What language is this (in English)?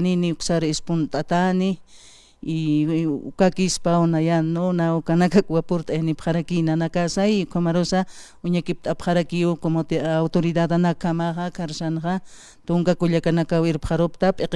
Aymara